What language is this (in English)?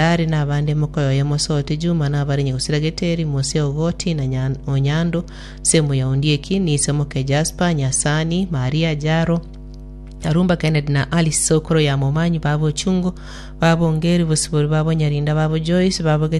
Gusii